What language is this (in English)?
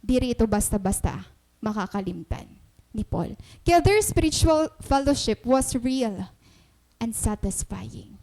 Waray